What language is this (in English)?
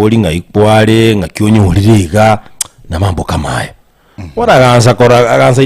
Gusii